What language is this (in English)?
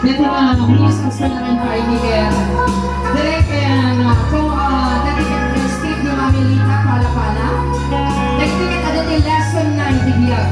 Iloko